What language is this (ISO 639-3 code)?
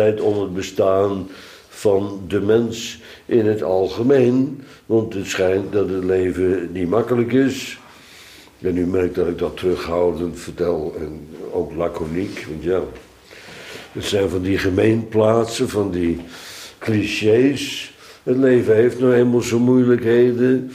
nld